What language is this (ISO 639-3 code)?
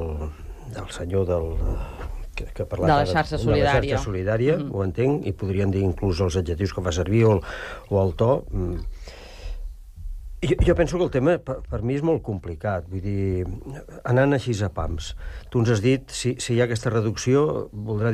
cat